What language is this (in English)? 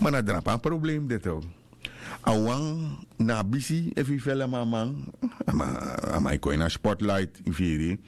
Sranan Tongo